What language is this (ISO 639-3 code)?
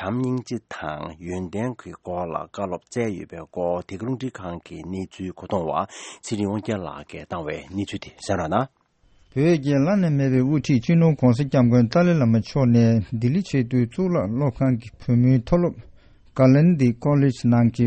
bod